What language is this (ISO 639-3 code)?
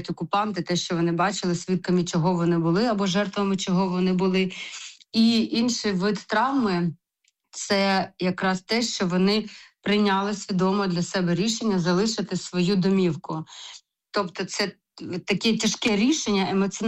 ukr